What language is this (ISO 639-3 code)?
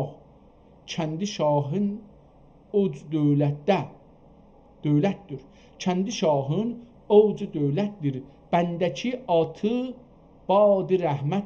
azb